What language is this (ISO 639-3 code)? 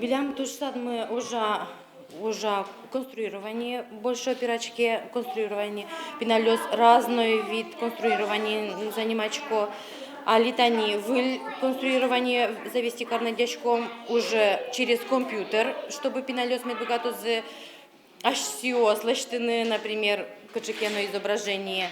udm